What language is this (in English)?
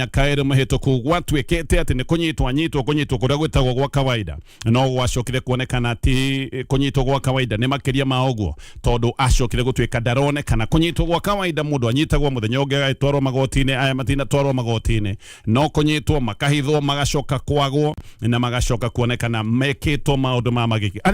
Kikuyu